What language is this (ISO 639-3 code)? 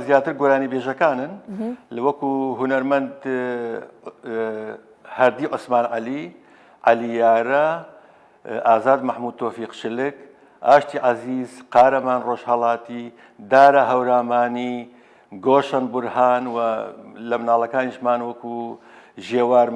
ckb